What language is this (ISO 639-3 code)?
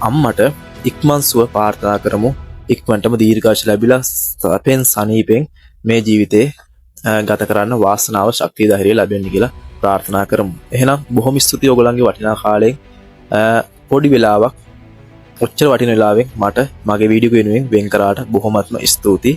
sin